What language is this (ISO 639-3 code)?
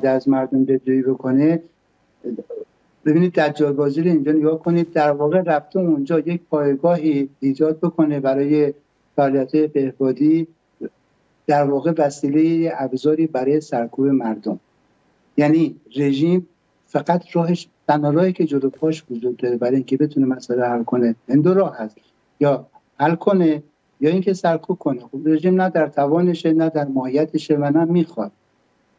fas